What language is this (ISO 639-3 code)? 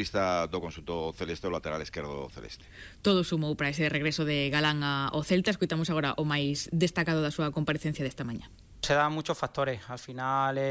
glg